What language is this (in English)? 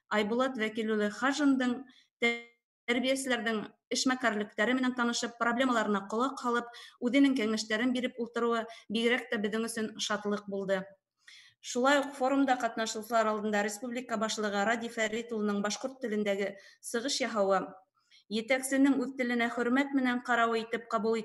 Bashkir